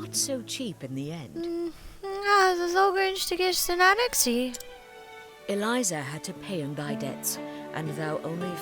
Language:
Swiss German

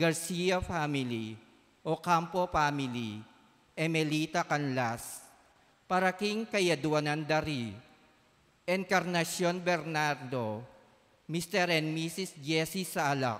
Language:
Pampanga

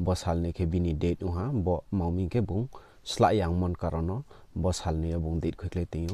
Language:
Riang (India)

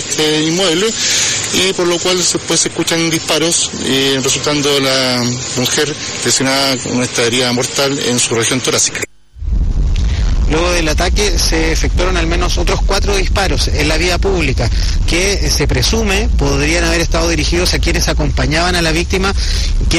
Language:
Spanish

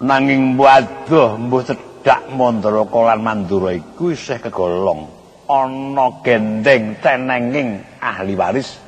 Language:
Javanese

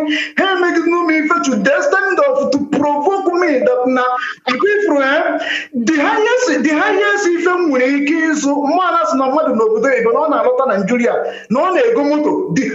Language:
Igbo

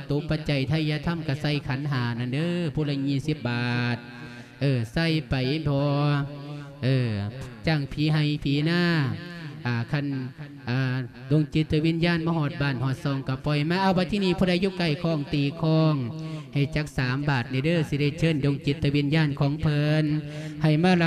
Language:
Lao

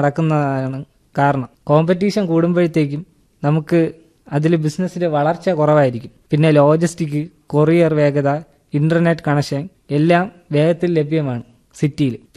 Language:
Malayalam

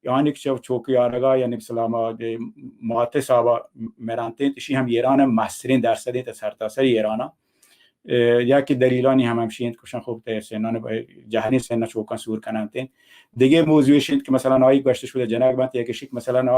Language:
Baluchi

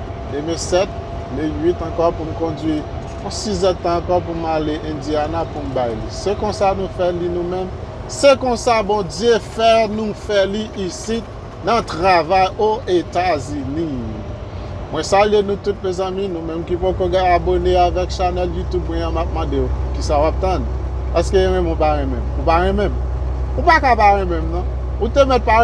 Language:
Haitian Creole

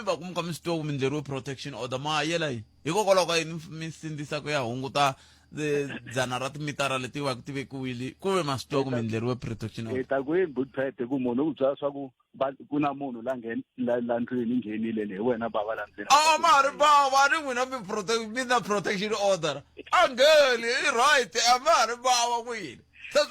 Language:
Tsonga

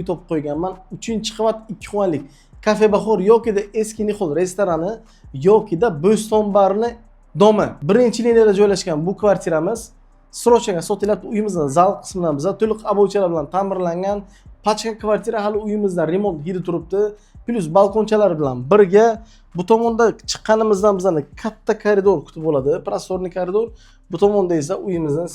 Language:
Uzbek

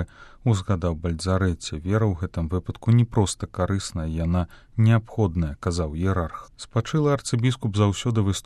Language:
Belarusian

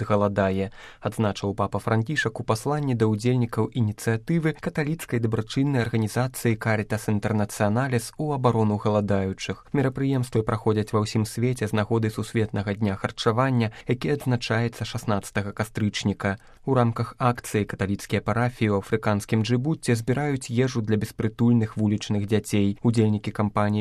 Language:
Belarusian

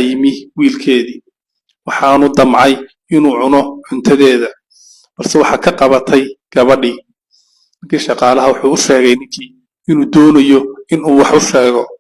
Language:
Somali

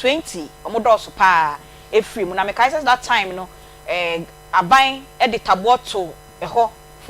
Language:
Akan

